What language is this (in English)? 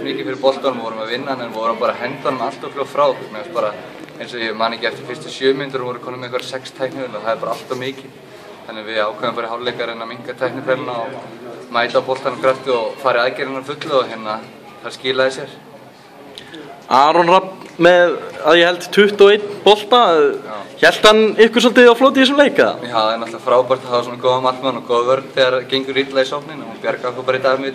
Icelandic